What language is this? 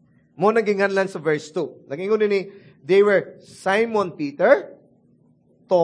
Cebuano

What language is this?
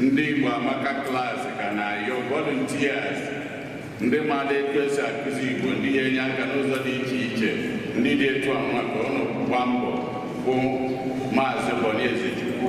Igbo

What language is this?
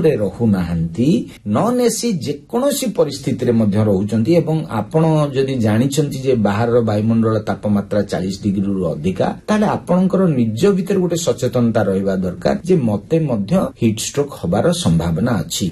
Odia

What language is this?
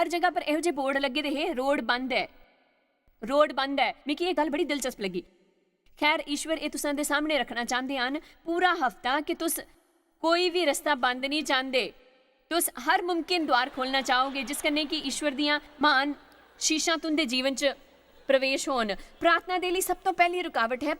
Dogri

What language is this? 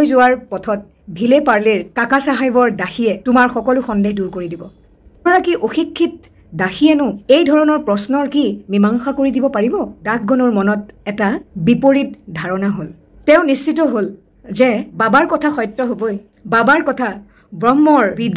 Assamese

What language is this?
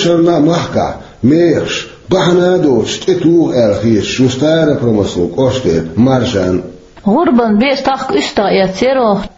Chechen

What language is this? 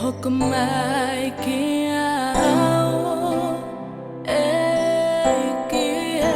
Tongan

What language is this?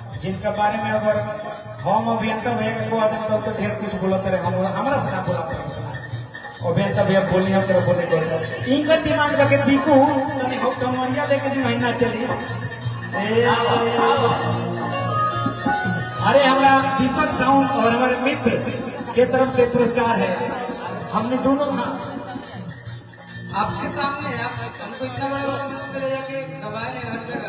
Bhojpuri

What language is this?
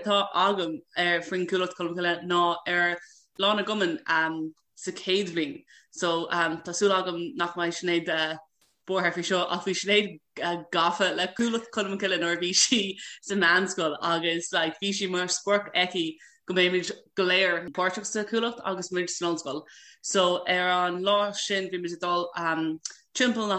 Irish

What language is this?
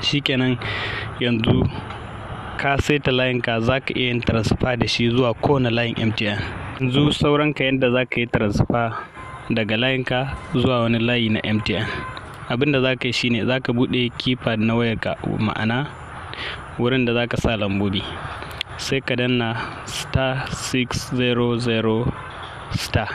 Hausa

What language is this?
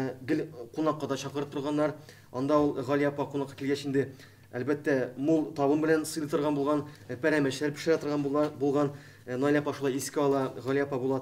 Tatar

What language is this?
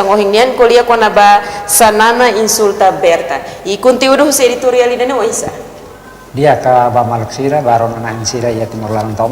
Tetum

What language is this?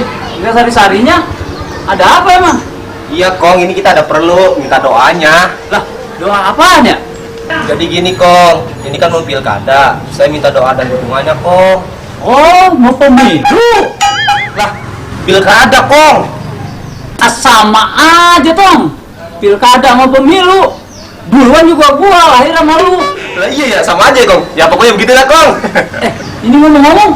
Betawi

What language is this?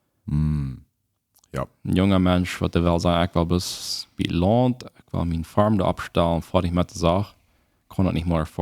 Plautdietsch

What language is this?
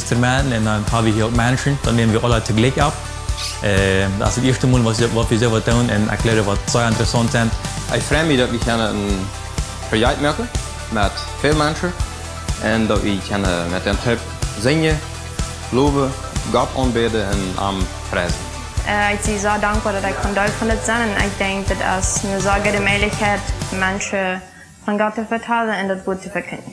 Plautdietsch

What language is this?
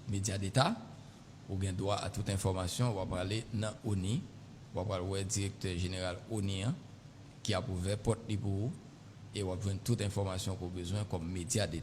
Haitian Creole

